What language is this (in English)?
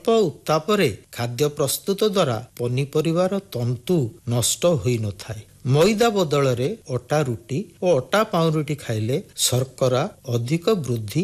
Odia